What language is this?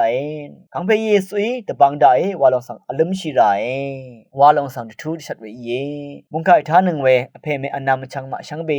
Rawang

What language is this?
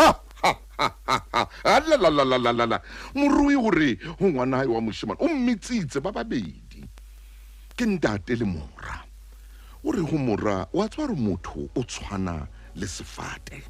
Southern Sotho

